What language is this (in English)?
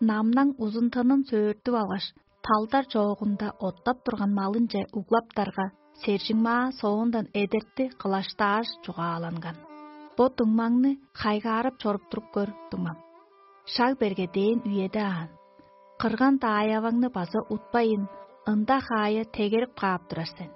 Tuvinian